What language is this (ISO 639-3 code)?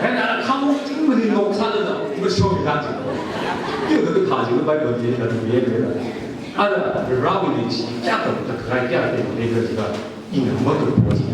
nmf